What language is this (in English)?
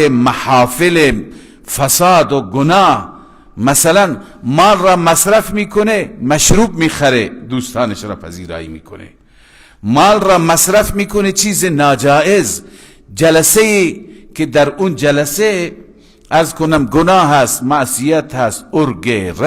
Persian